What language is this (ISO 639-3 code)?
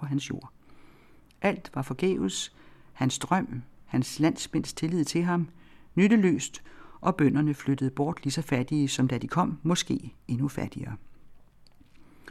dan